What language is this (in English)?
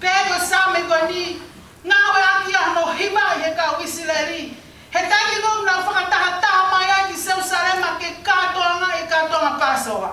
Tongan